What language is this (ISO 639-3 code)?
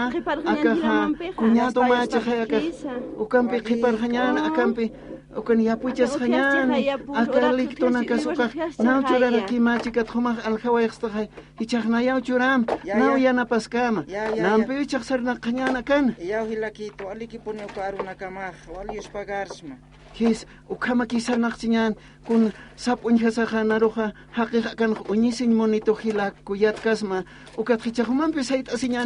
aym